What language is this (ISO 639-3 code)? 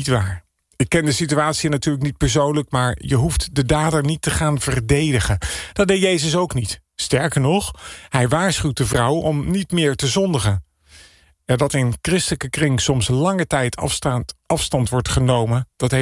nld